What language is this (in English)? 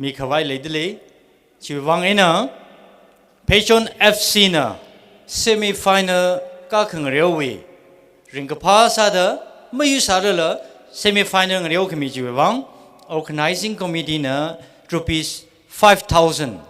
Tangkhul Naga (India)